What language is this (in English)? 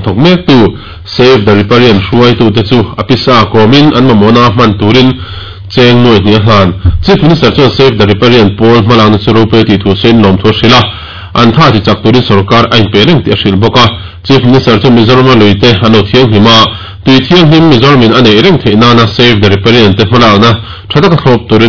Mizo